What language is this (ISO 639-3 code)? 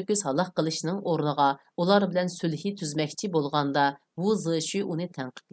uig